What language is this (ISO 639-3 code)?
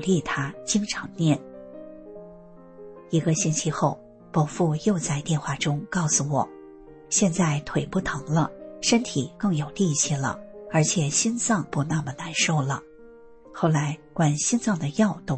zho